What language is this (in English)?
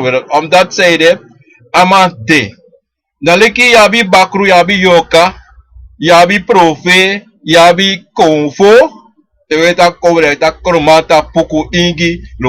Sranan Tongo